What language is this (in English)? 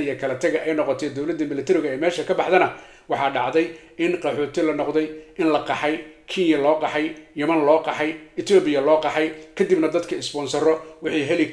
Somali